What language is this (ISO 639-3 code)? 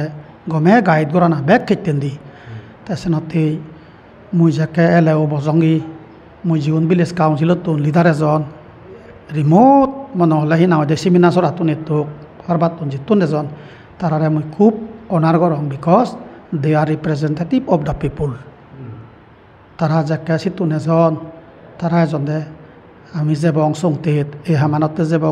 ccp